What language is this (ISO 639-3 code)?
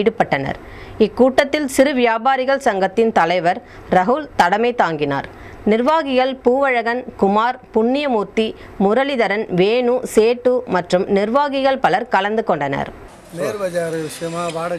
tam